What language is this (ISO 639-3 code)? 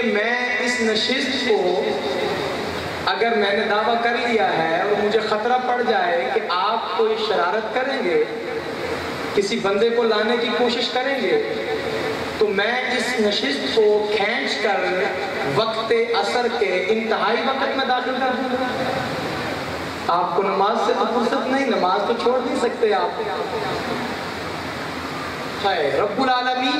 urd